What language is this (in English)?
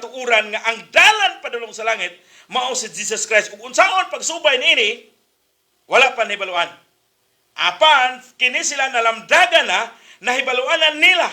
Cebuano